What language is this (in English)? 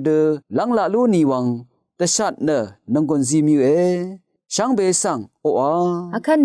Rawang